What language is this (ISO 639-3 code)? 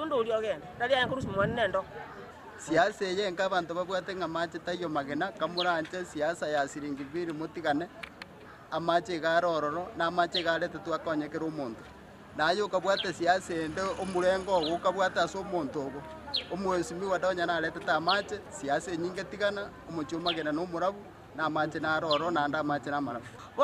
guz